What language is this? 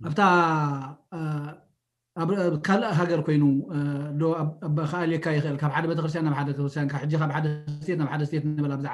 Tigrinya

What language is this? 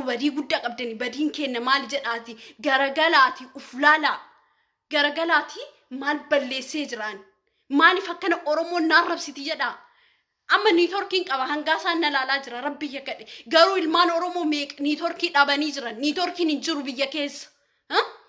Oromo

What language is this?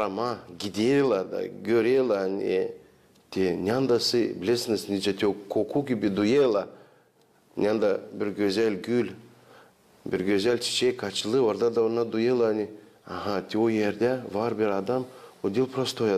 Gagauz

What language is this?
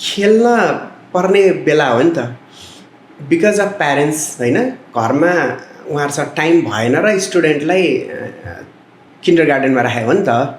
Nepali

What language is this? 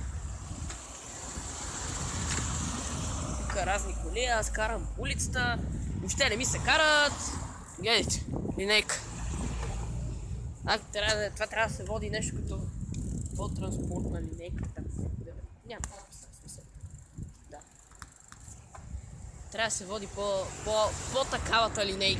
Bulgarian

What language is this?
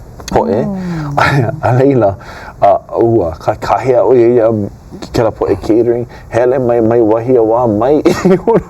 Hawaiian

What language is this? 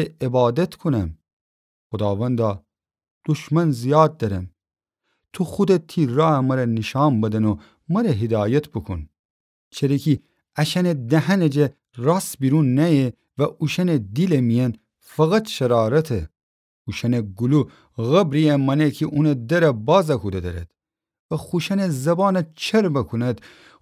Gilaki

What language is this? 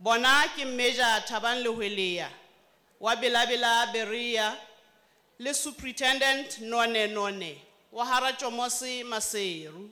Southern Sotho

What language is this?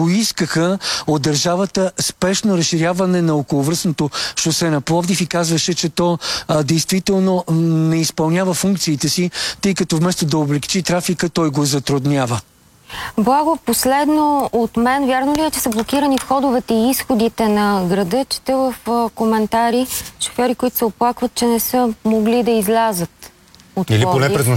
Bulgarian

